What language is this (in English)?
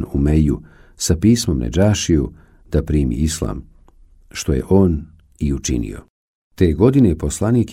Bosnian